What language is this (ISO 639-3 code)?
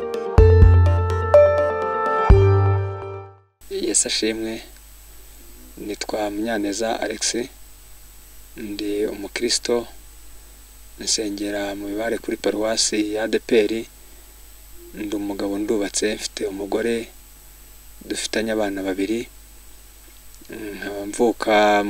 kin